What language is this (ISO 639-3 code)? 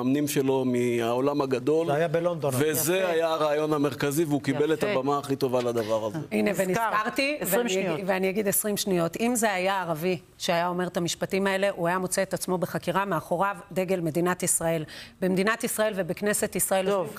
heb